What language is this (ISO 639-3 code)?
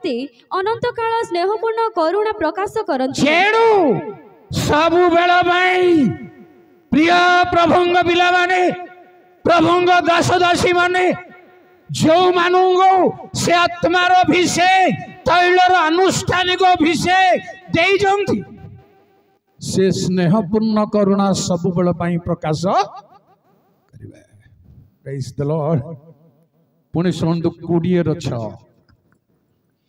ori